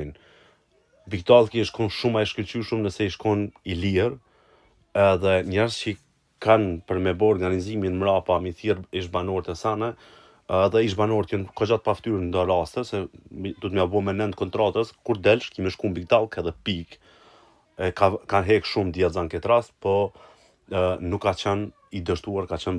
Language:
Albanian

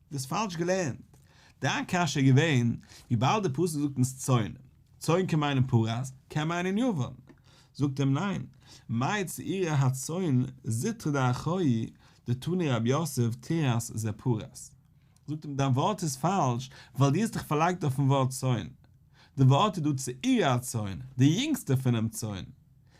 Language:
Yiddish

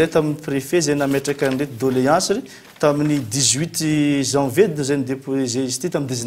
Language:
Malagasy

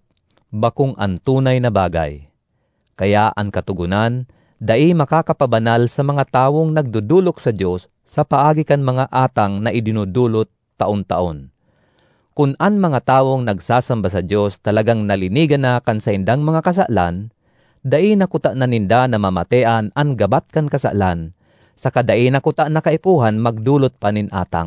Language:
Bikol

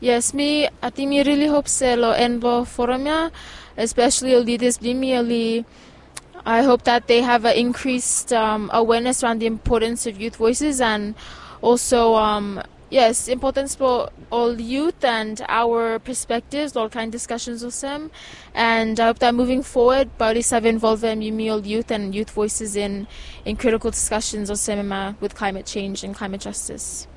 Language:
Bislama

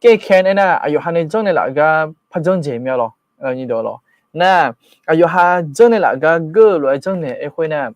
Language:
Akha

